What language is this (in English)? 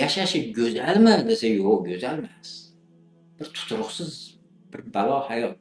Uzbek